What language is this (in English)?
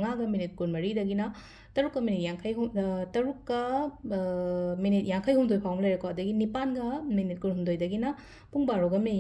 Manipuri